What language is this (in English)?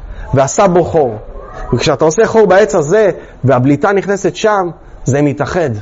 Hebrew